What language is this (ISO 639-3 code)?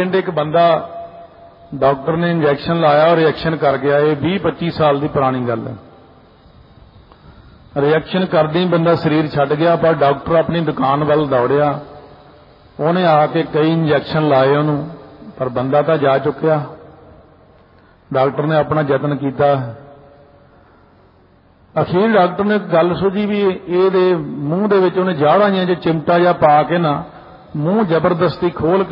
pan